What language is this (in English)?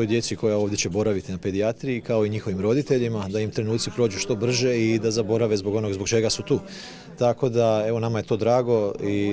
Croatian